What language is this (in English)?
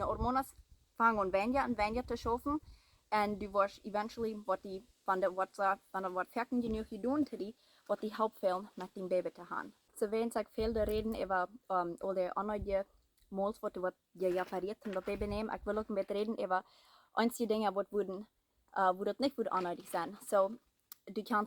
Plautdietsch